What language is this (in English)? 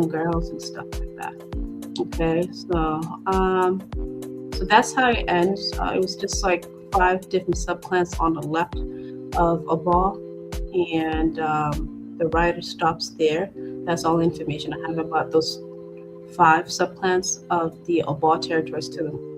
Acoli